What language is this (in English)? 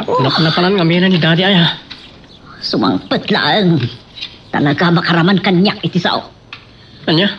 Iloko